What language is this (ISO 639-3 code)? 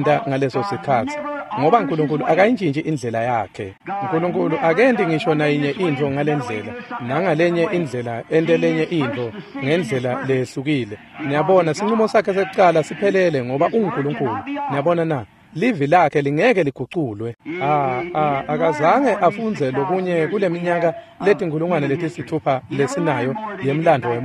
ssw